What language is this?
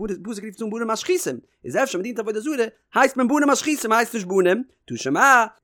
Yiddish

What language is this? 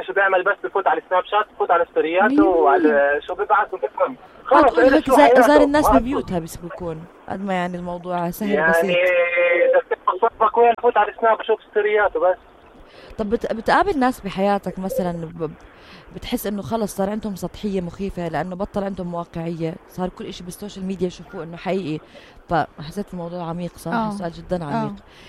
North Levantine Arabic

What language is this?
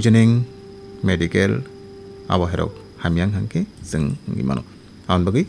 Kok Borok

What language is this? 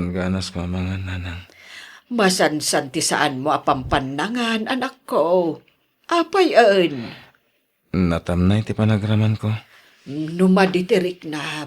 Iloko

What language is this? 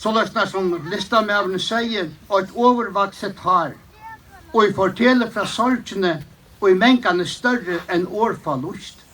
Faroese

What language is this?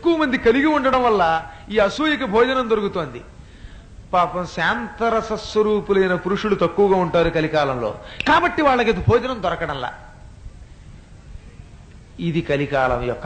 Telugu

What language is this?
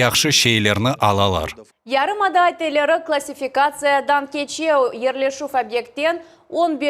Crimean Tatar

